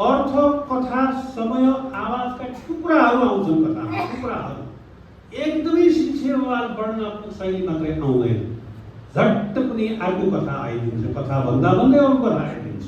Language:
Nepali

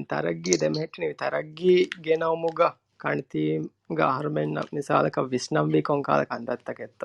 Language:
Divehi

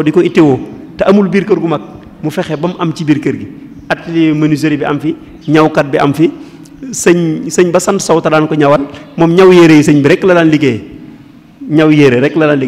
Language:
Wolof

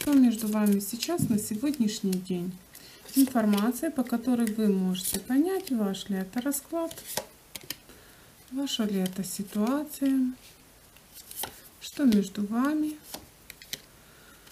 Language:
Russian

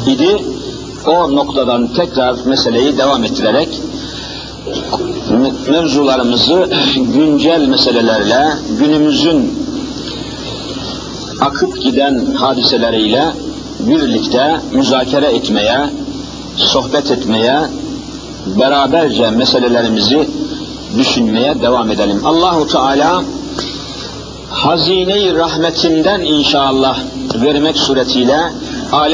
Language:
Turkish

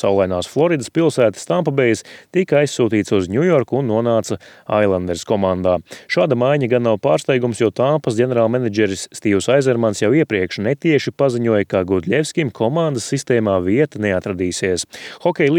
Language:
Latvian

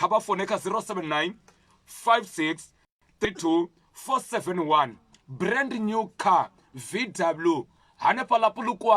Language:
Venda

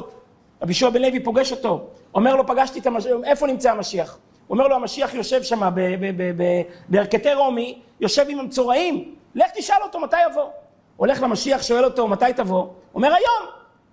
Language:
Hebrew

